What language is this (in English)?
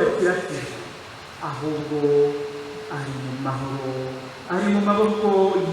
Kinyarwanda